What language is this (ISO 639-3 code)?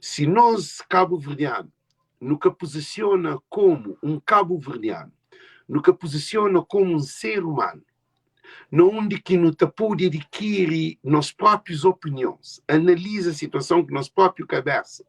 kea